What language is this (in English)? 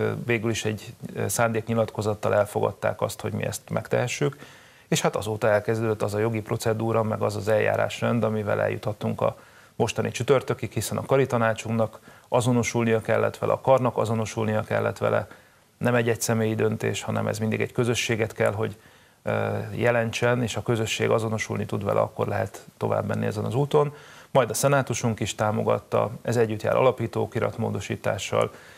Hungarian